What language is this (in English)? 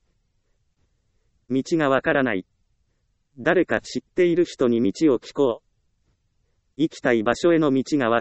Japanese